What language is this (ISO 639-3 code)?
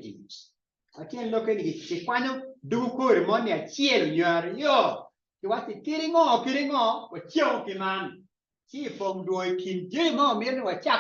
ach